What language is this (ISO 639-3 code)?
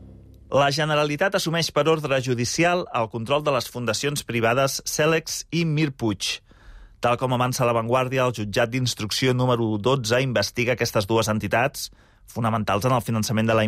cat